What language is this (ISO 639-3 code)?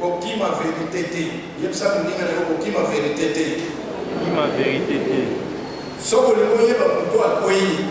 lin